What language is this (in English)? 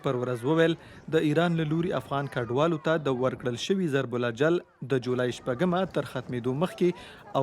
Pashto